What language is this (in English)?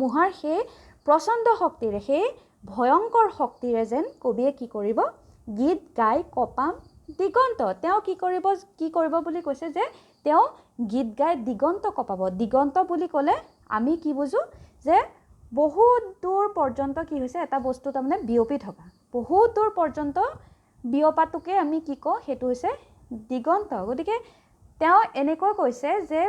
Assamese